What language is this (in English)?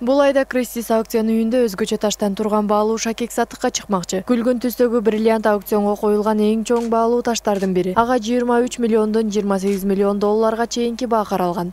Kyrgyz